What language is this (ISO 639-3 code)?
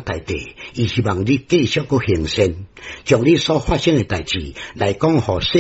nan